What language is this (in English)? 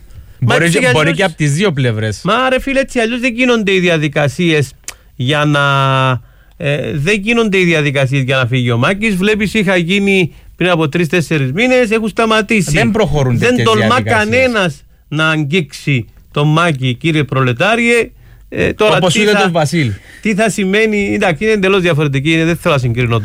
Greek